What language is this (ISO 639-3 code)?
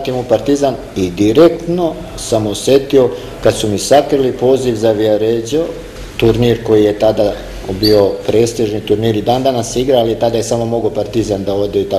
srp